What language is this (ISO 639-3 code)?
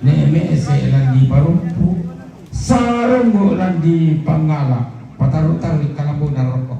sda